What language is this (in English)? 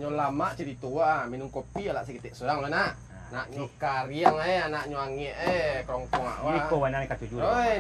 Minangkabau